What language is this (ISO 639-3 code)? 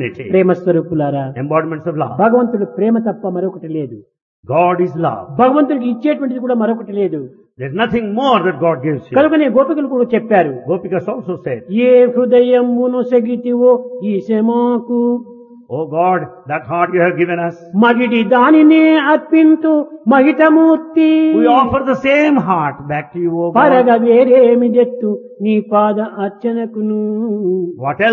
tel